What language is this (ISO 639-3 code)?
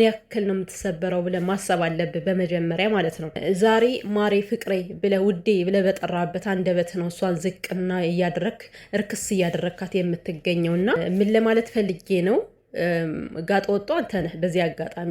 amh